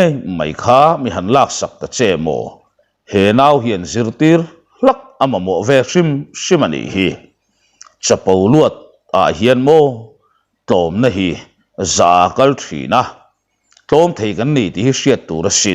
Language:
Mizo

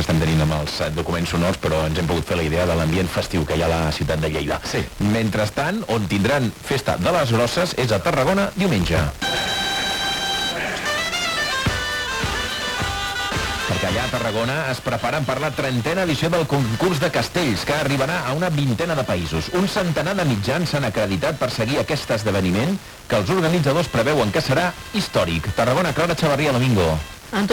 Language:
Catalan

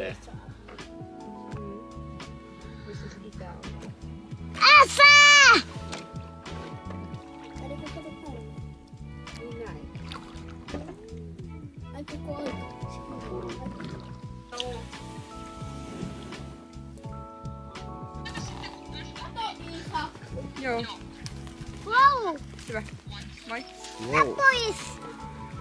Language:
Finnish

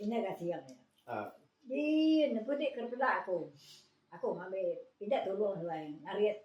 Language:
Iban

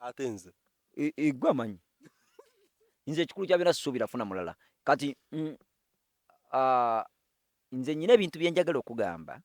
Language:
Ganda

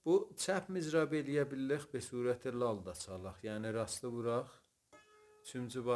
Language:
South Azerbaijani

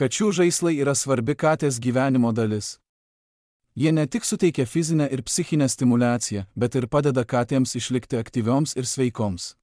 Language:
Lithuanian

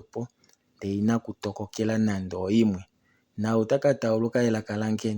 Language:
Kuanyama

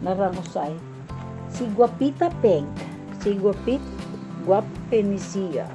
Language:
Cebuano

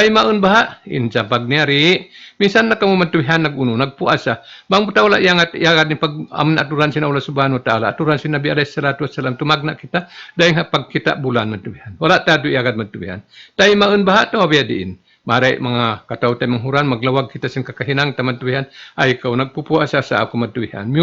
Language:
Tausug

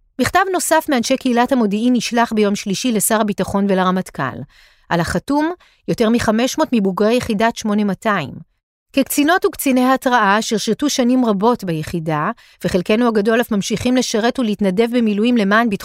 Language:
Hebrew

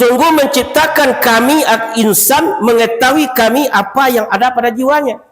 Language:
Minangkabau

